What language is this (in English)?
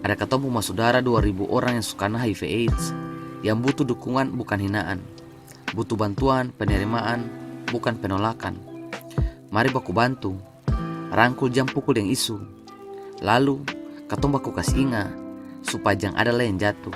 Ambonese Malay